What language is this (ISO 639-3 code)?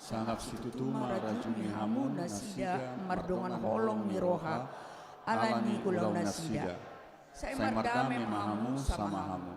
bbc